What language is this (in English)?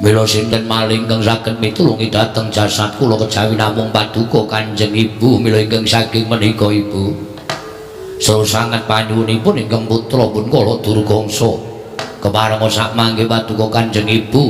Javanese